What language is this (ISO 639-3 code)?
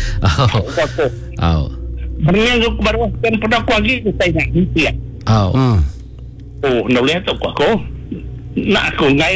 iba